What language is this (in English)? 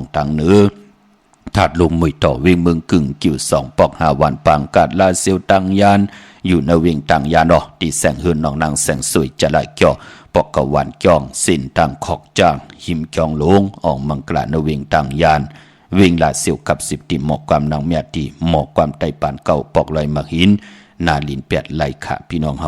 Shan